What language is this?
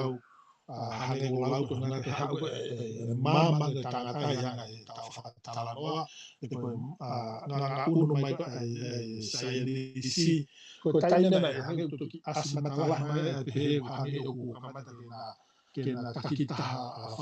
Tongan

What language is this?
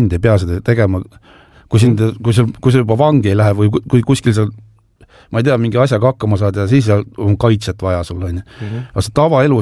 Estonian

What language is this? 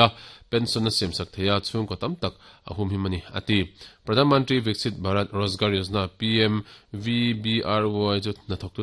Mizo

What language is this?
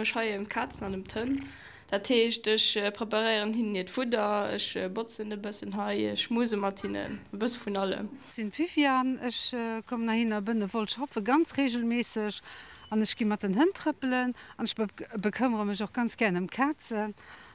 Luxembourgish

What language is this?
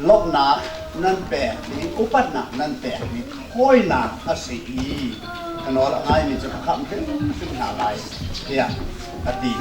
Hakha Chin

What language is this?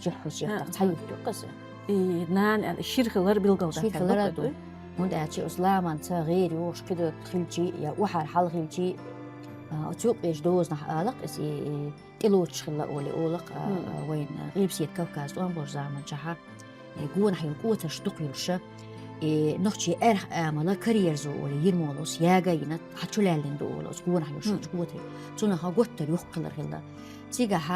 Chechen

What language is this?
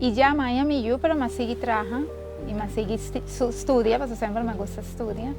Papiamento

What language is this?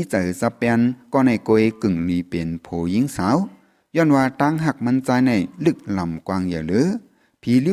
Shan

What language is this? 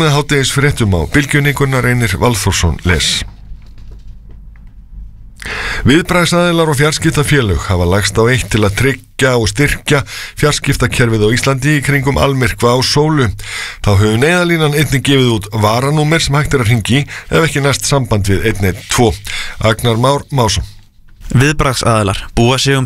Icelandic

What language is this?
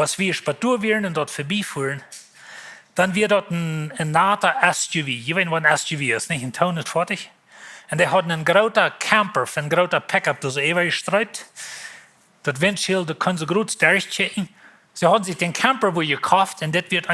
Plautdietsch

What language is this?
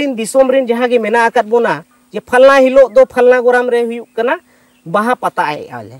Santali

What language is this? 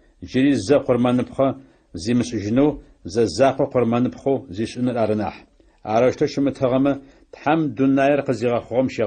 Adyghe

